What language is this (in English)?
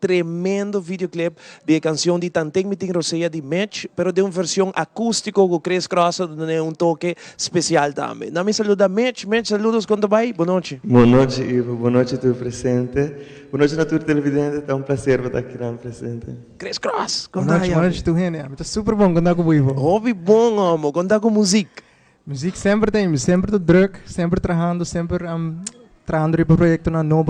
Papiamento